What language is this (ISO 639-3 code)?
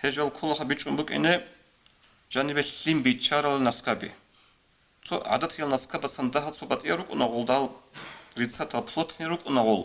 ava